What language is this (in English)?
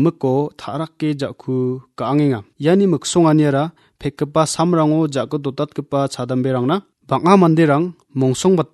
Garo